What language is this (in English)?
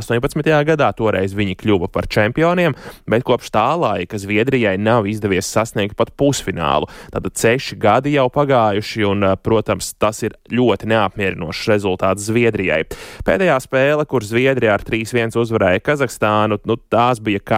Latvian